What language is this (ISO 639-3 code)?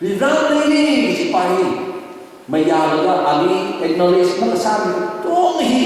nmf